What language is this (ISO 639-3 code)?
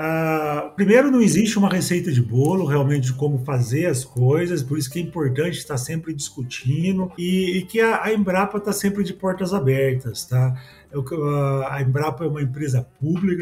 por